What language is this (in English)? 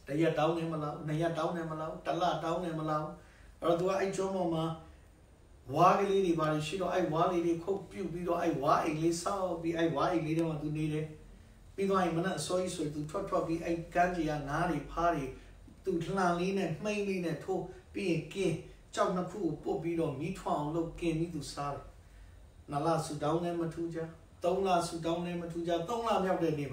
Burmese